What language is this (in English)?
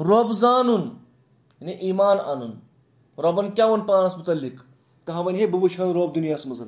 Kashmiri